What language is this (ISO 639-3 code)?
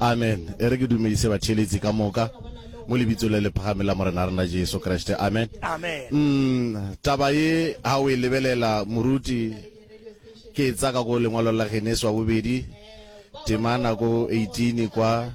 nso